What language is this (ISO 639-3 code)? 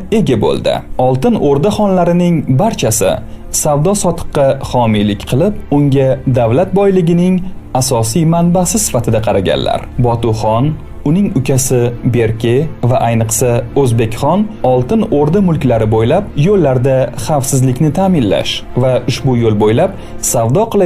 uzb